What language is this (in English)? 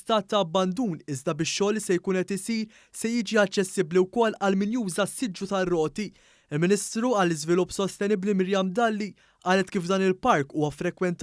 Maltese